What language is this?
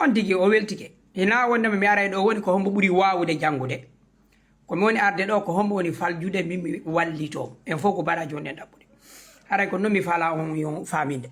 Fula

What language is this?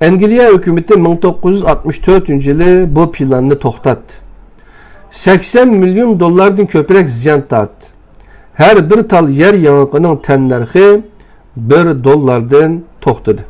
Uyghur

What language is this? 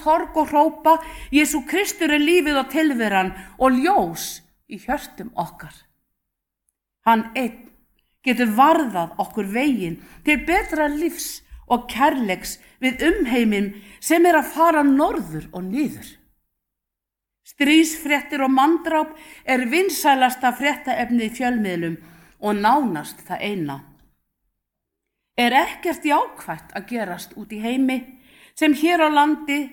Icelandic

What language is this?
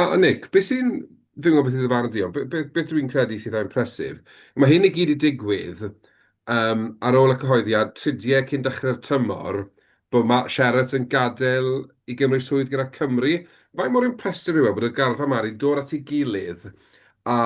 Welsh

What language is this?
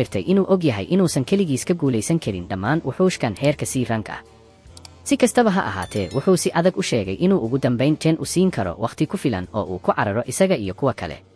Somali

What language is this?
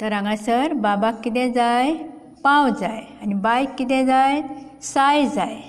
Konkani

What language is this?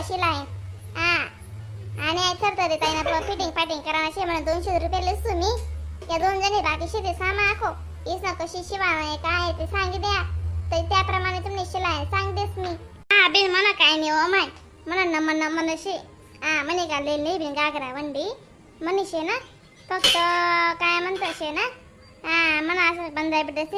Khandesi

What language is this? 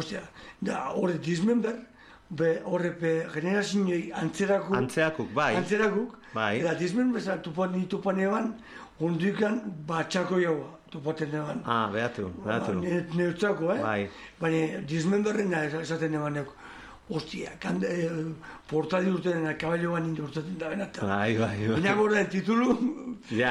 Basque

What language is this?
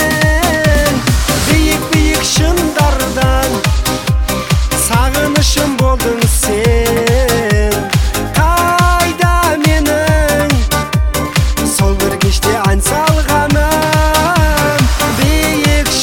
Kazakh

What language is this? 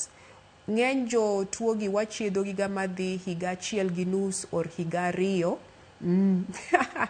Luo (Kenya and Tanzania)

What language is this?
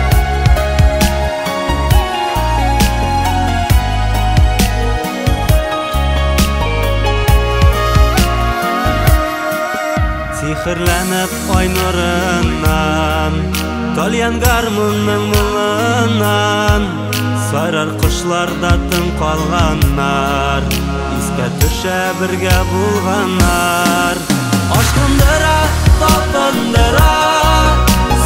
Tatar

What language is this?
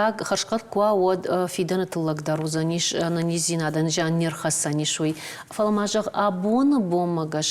Ossetic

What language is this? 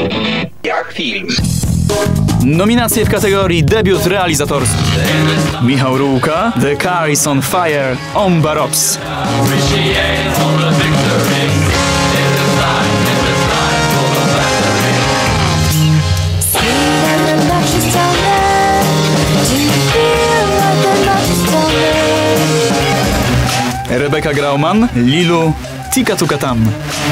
Polish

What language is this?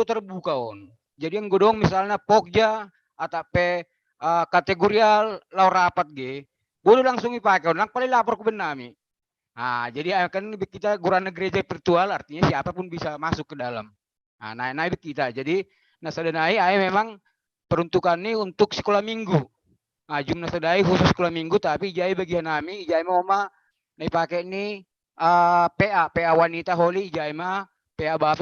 Batak Simalungun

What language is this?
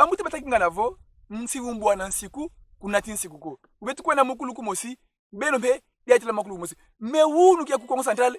Kongo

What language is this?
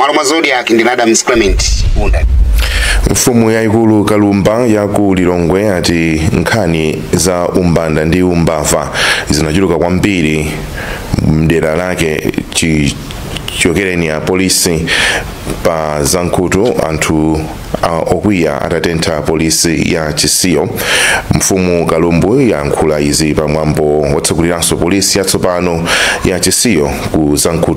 Nyanja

